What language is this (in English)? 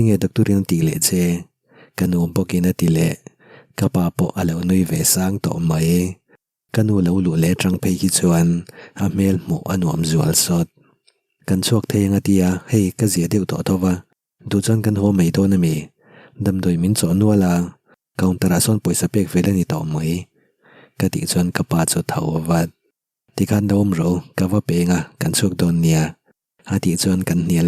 Mizo